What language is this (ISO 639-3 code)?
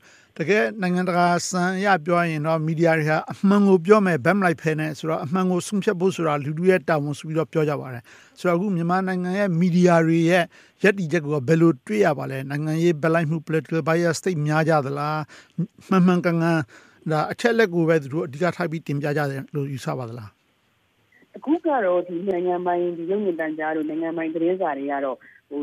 mya